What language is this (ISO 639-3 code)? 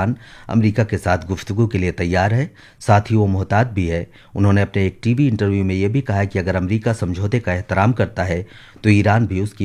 urd